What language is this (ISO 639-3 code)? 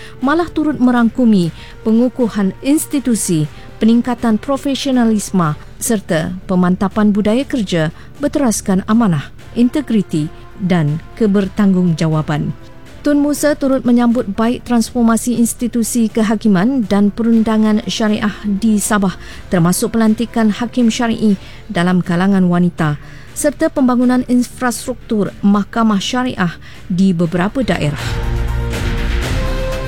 msa